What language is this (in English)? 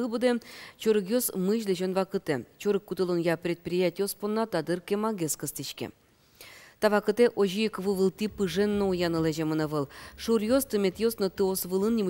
Udmurt